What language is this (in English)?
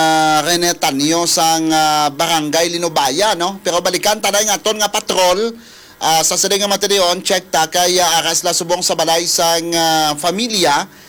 Hiligaynon